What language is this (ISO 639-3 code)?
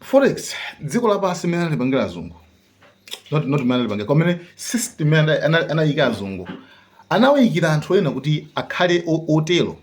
nya